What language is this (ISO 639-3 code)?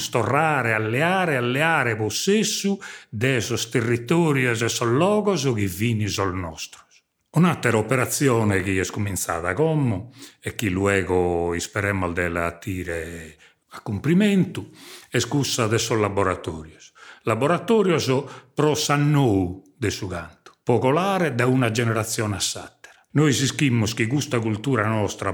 srd